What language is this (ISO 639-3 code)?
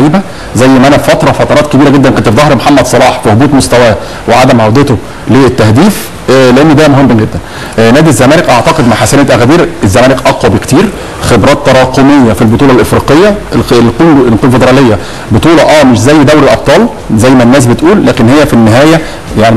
arz